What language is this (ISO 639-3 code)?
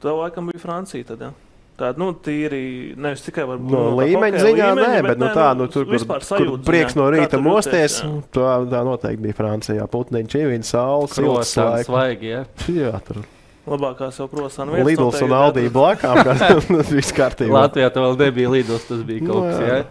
lav